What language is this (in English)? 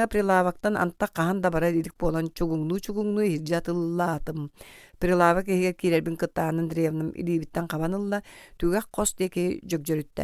Yakut